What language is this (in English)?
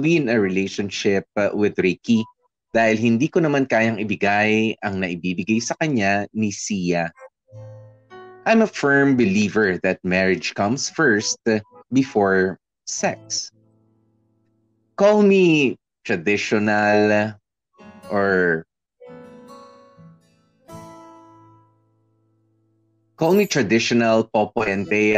Filipino